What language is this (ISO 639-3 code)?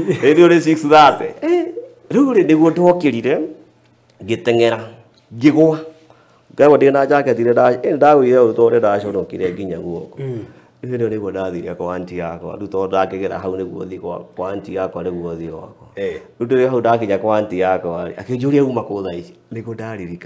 kik